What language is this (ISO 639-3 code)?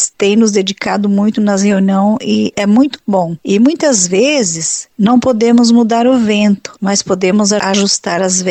por